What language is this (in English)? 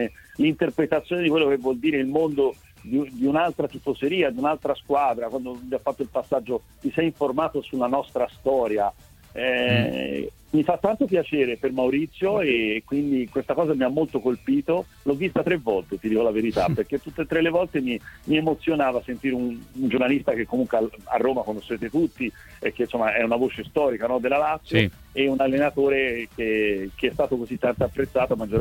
Italian